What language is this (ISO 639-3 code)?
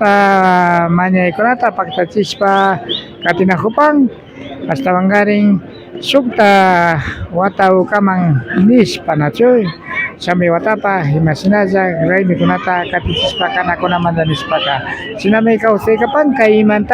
qvi